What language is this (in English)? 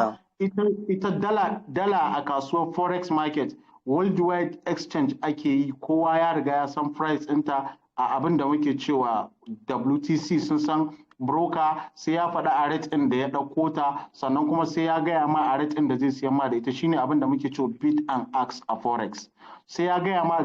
Hausa